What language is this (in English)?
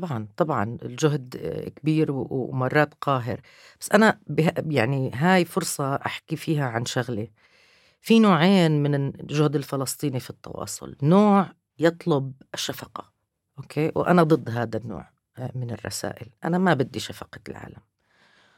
North Levantine Arabic